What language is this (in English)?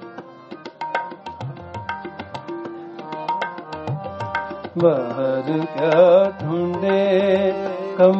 Punjabi